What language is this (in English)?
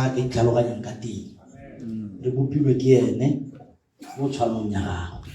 Tswana